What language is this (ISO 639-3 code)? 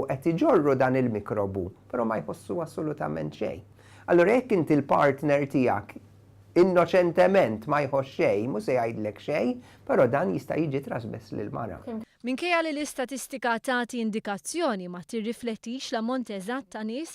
mlt